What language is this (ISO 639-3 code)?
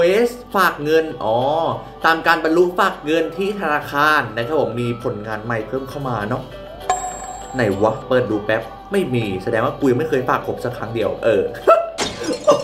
tha